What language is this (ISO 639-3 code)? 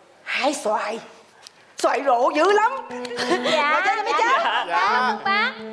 vie